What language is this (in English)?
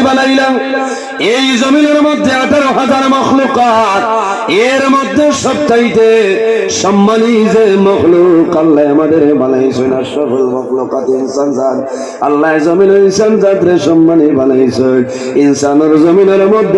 Sylheti